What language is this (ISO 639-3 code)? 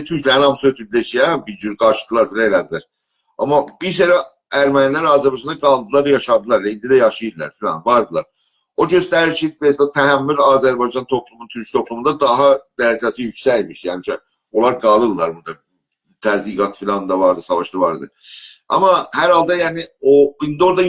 azb